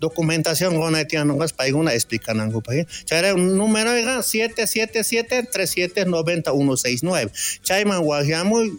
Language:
South Bolivian Quechua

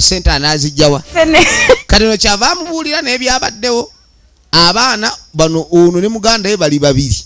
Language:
Ganda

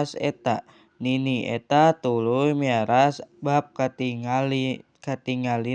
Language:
Sundanese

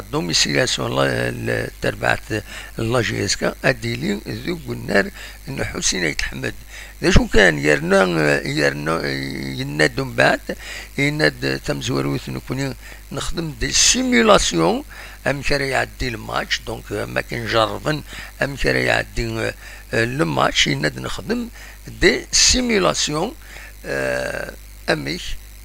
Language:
Kabyle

